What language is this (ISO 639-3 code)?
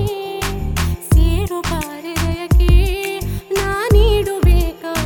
kan